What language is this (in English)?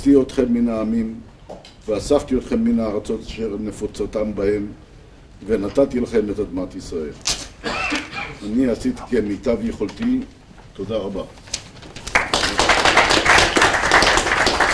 Hebrew